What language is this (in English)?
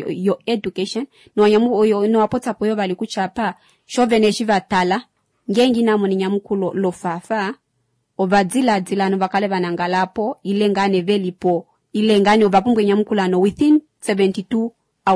Kuanyama